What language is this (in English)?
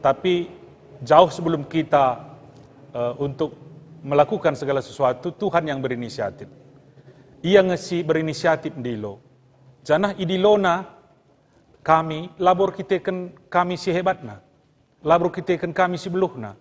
Batak Karo